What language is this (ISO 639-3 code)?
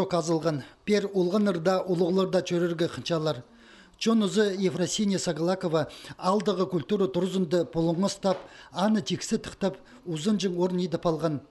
kjh